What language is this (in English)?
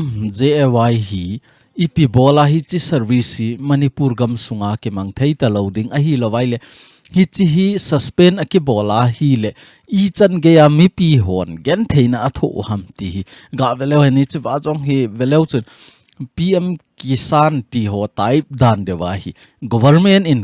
Thado Chin